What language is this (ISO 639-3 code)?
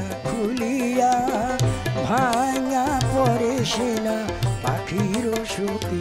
ben